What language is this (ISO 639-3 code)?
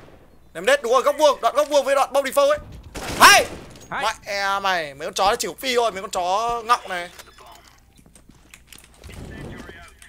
vie